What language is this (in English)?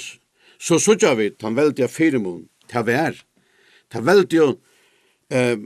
Faroese